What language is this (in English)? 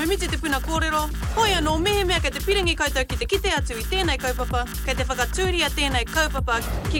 Māori